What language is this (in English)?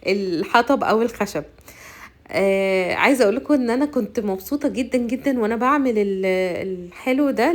Egyptian Arabic